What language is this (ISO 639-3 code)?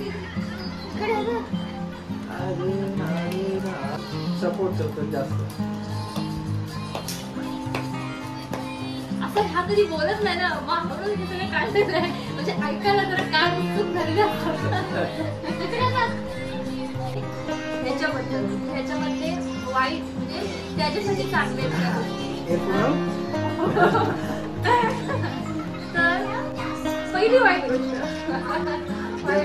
mar